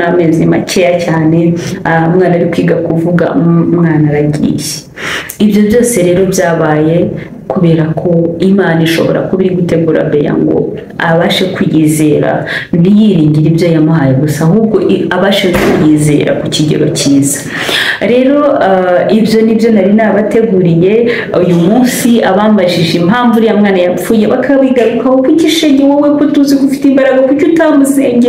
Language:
Kinyarwanda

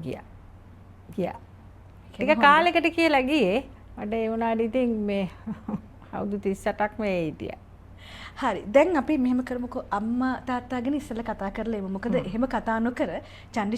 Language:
Sinhala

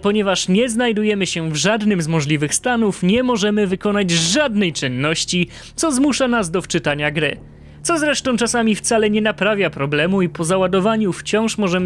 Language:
Polish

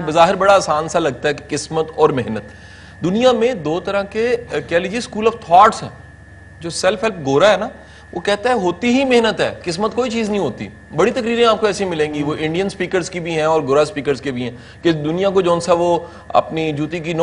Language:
Urdu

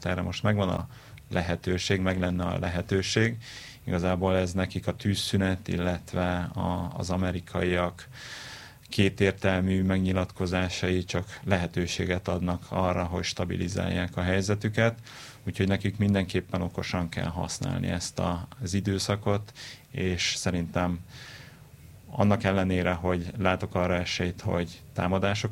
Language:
Hungarian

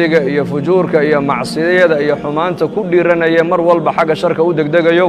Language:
Somali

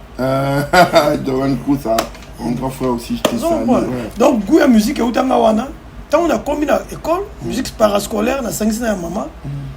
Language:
Lingala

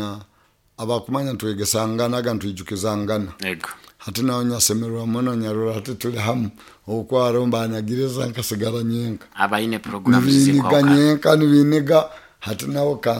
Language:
Nyoro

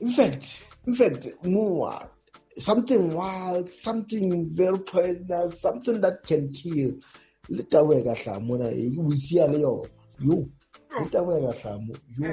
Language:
Southern Sotho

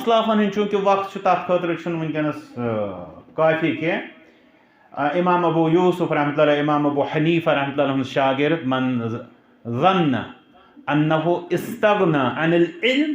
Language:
Kashmiri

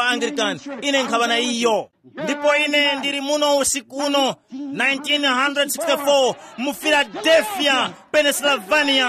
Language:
Tumbuka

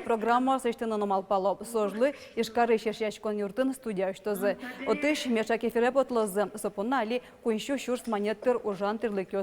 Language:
Udmurt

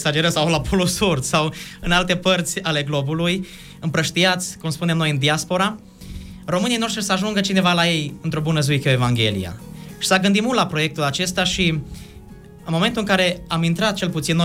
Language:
Romanian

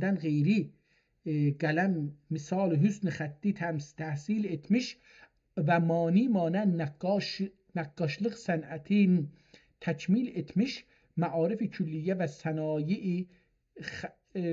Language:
South Azerbaijani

